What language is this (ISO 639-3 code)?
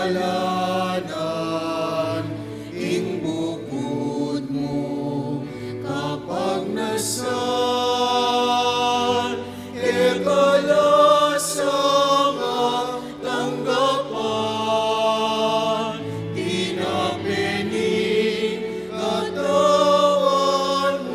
pam